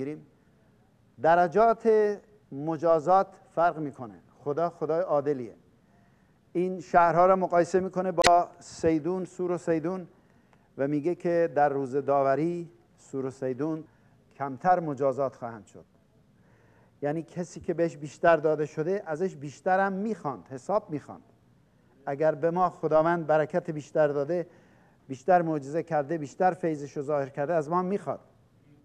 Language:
Persian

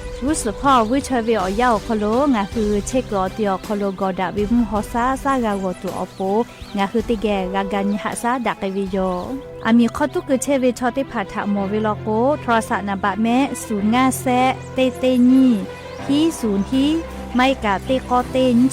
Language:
Lahu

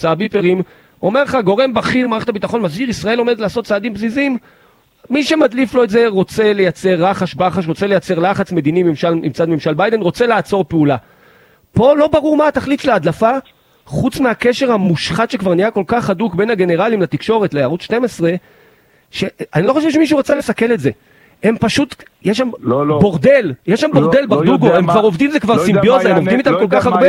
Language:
Hebrew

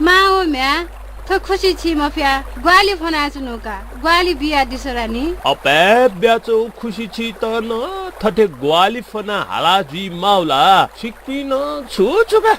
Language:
Newari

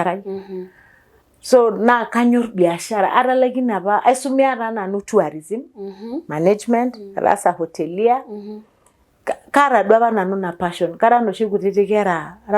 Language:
Masai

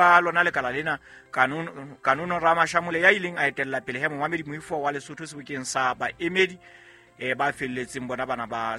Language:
Southern Sotho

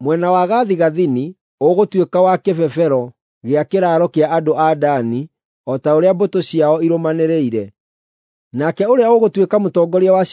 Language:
Kikuyu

